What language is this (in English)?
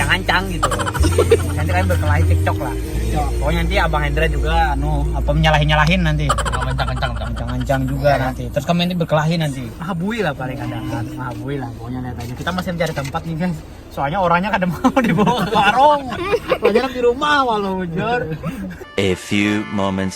Banjar